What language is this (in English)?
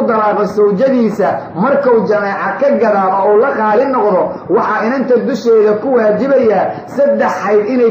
Somali